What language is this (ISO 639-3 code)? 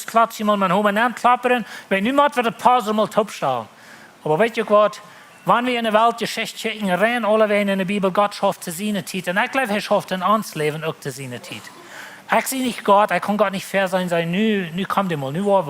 pdt